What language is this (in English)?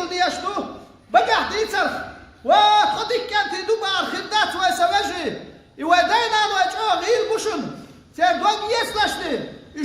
Chechen